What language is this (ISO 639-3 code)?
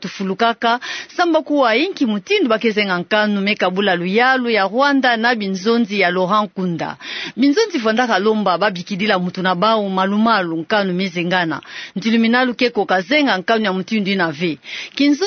ktu